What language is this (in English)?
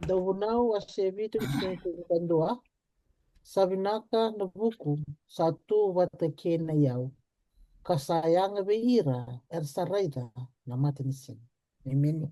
Fijian